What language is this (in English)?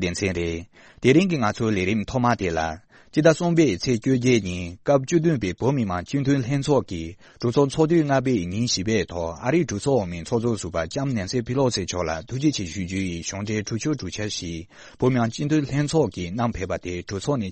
Tibetan